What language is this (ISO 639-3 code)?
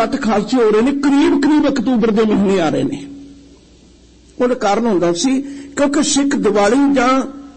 pan